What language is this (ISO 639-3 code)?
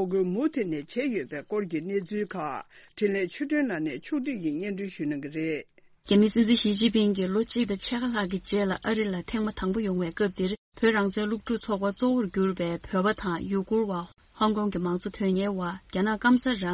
bod